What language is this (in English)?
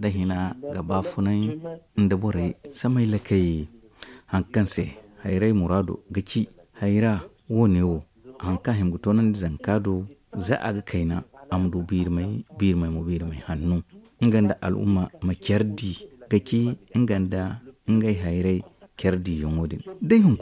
Zarma